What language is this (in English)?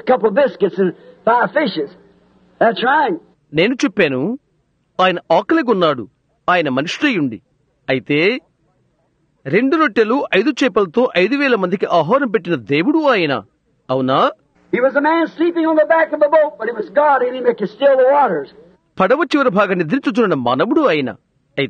Telugu